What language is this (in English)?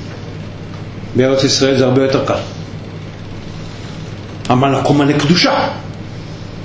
Hebrew